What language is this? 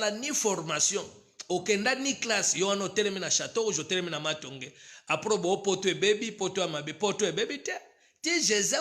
Lingala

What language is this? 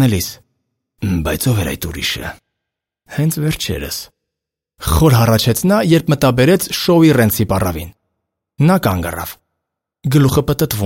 Armenian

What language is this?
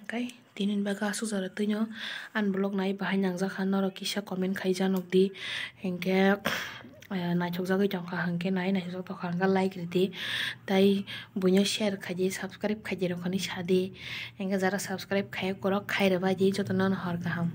Kok Borok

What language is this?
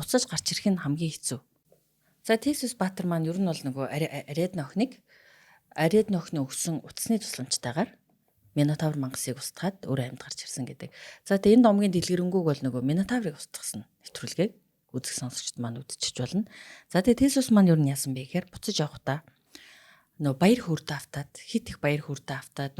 Mongolian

